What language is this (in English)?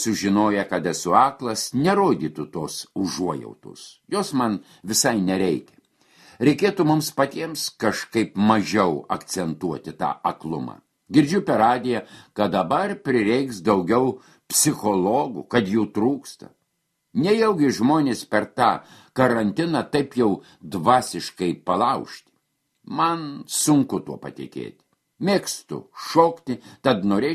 Lithuanian